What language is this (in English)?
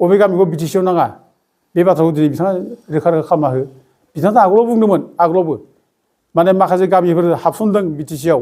Bodo